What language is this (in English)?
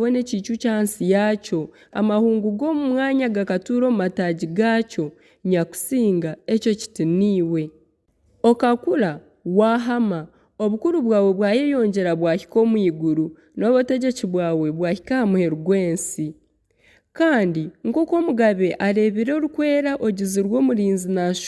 Nyankole